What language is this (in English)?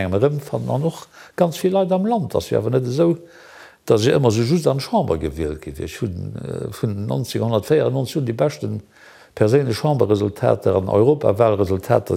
Luxembourgish